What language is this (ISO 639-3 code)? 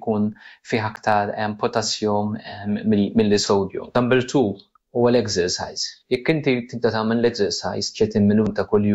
mlt